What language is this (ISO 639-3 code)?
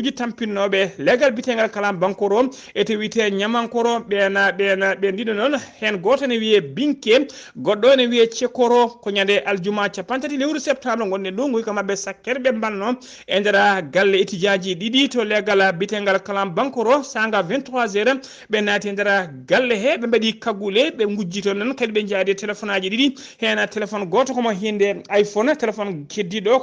ful